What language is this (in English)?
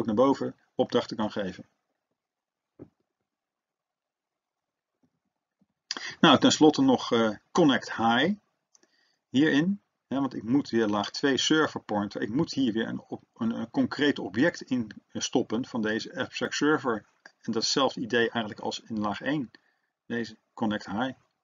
Dutch